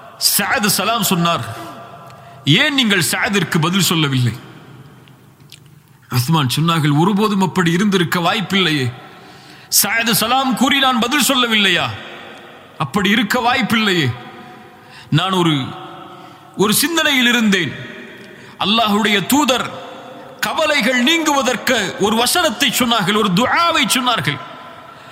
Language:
Tamil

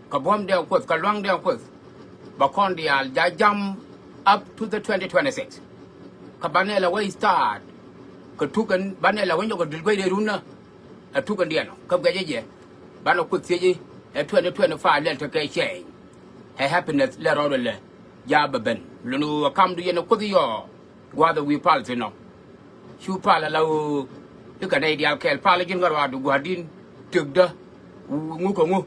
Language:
Nuer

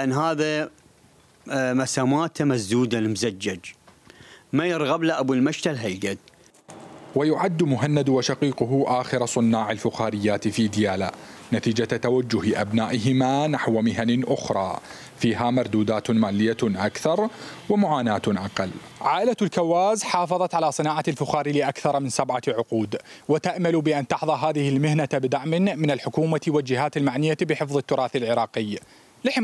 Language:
Mesopotamian Arabic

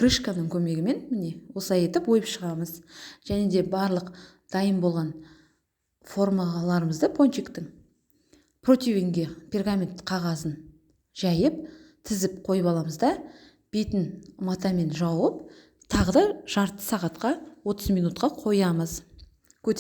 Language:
Kazakh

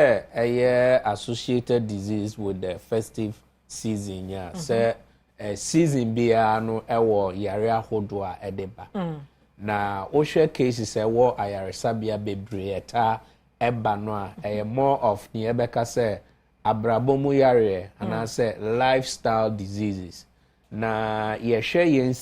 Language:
Akan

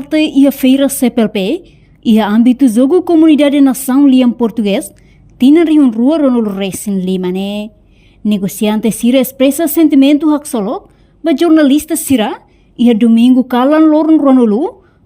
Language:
Tetum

